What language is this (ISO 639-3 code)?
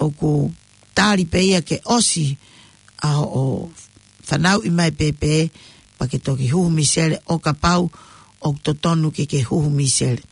ton